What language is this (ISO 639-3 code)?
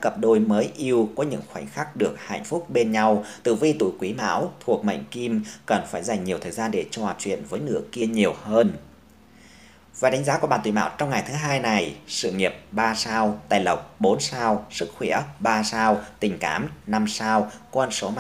vie